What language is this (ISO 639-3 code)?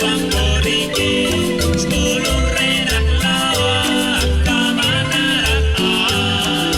kek